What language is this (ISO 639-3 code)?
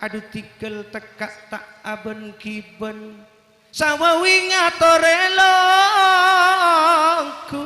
mad